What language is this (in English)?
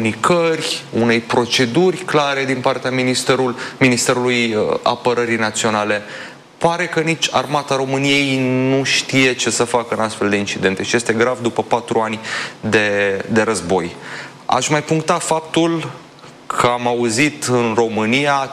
Romanian